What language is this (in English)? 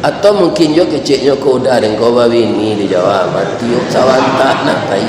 Minangkabau